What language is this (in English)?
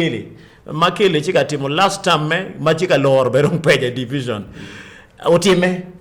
Acoli